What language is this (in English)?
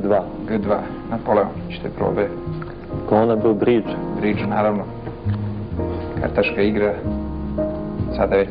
Serbian